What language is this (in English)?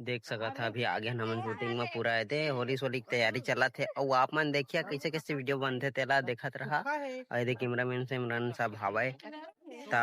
Chhattisgarhi